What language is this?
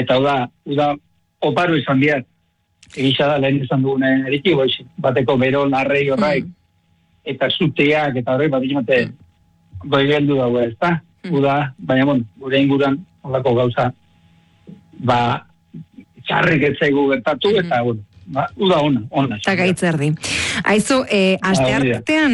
Basque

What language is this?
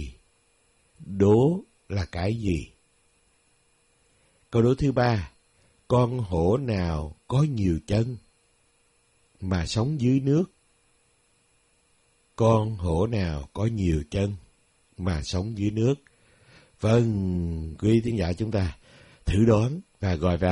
Vietnamese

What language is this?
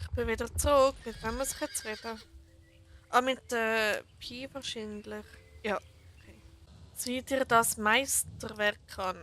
Swiss German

